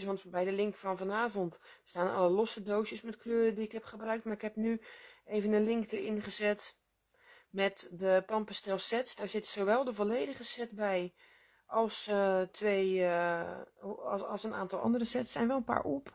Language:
Dutch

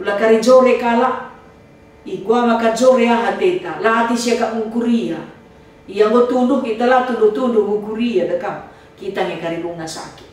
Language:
Batak Karo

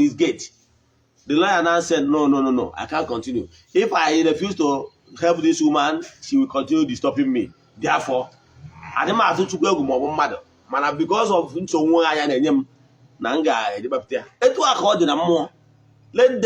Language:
Igbo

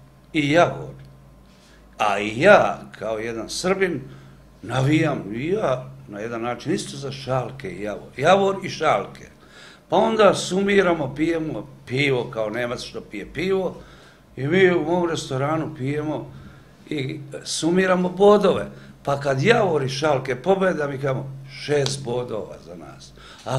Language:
Serbian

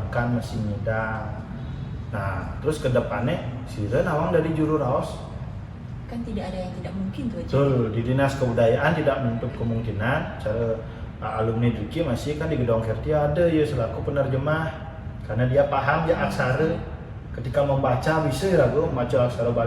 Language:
Balinese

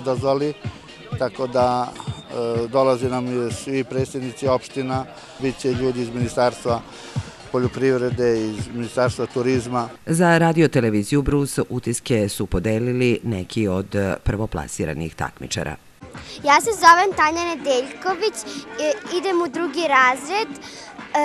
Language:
Serbian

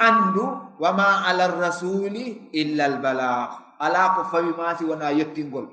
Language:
Fula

